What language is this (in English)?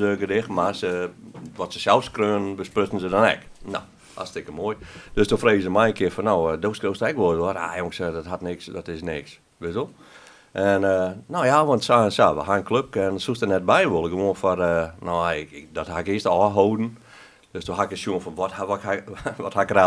Western Frisian